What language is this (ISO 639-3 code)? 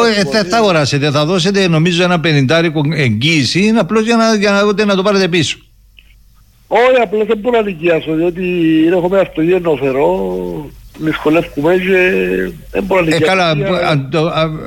ell